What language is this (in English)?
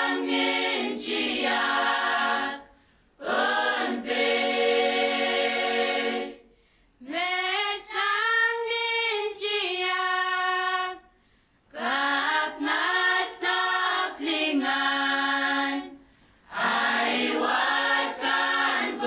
Pohnpeian